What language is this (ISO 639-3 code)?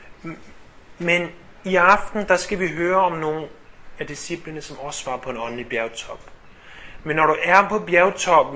dan